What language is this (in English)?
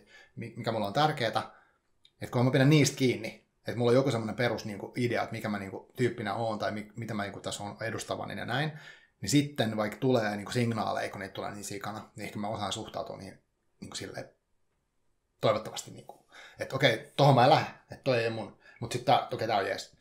Finnish